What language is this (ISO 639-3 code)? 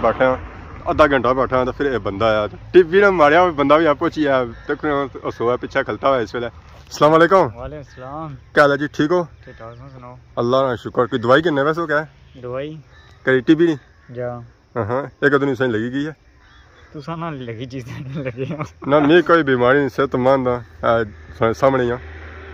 phr